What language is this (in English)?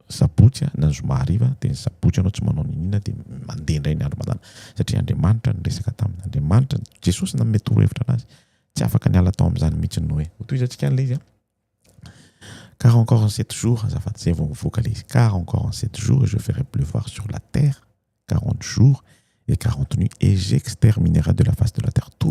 Malagasy